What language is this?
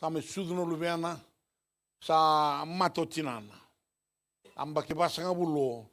Fijian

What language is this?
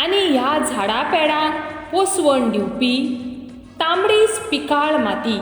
Konkani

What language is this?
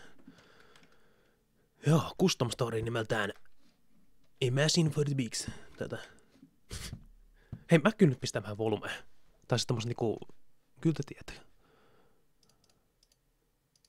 Finnish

